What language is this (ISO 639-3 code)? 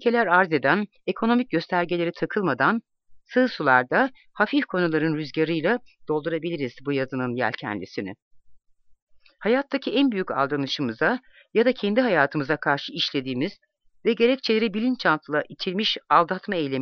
tur